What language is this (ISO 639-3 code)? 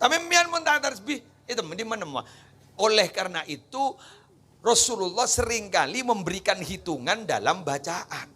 mad